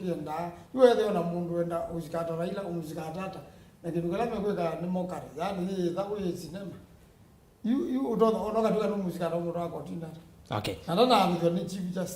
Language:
Kamba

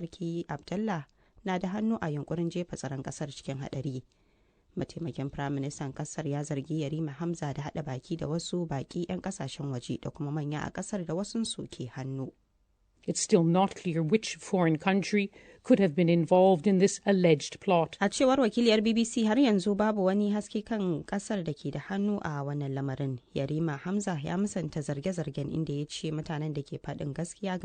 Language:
Hausa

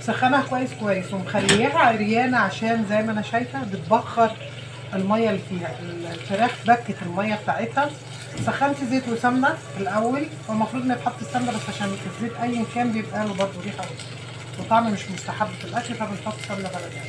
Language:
Egyptian Arabic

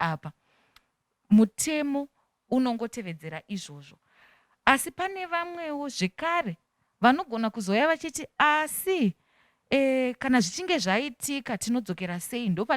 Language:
Shona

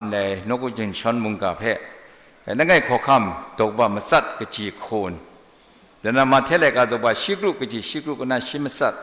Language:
Kachin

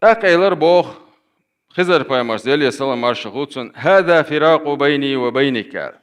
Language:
Chechen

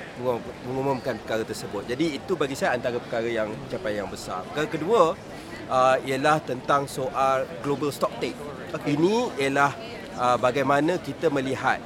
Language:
Malay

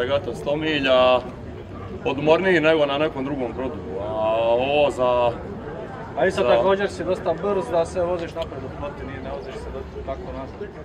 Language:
Croatian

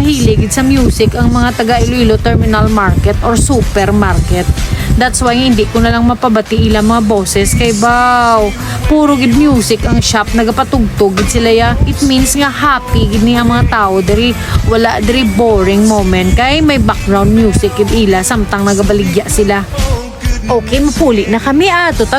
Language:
Hiligaynon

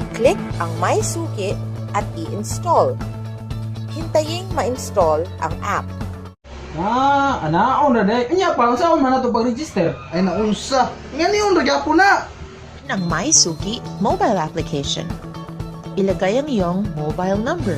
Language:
Cebuano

